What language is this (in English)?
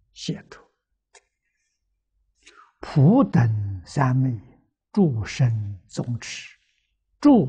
Chinese